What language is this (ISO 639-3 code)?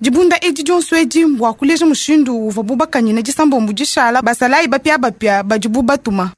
lua